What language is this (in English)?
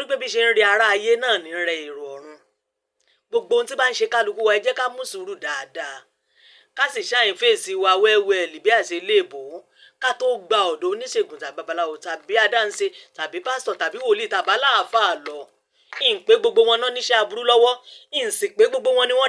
Yoruba